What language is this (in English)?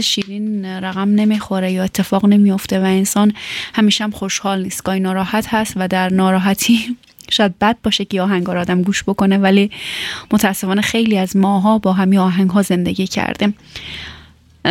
Persian